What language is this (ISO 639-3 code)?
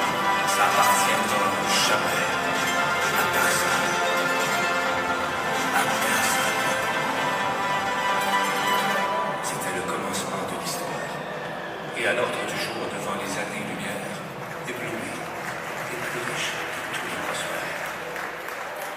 fra